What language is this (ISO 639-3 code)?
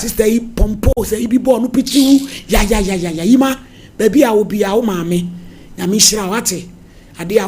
aka